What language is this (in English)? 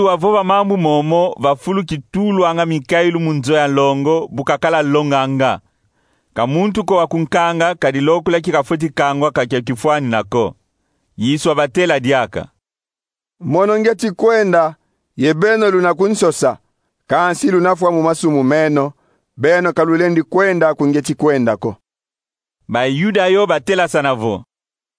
Kongo